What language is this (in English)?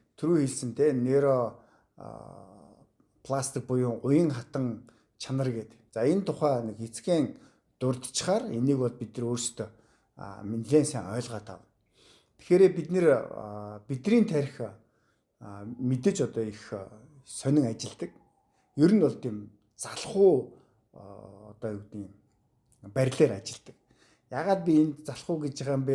Mongolian